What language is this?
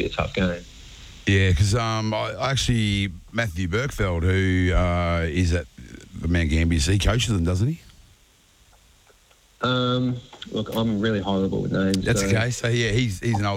English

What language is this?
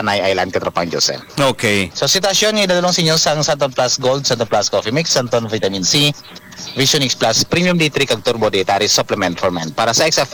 Hiligaynon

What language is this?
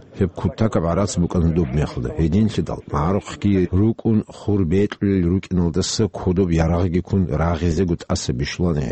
Avaric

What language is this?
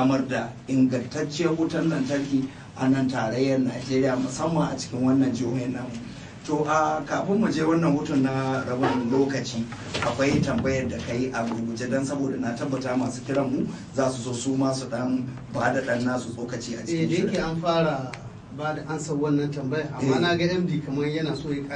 Hausa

